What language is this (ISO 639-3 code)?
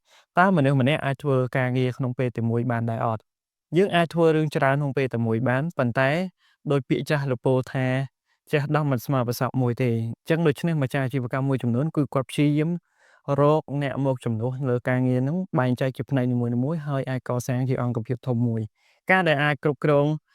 khm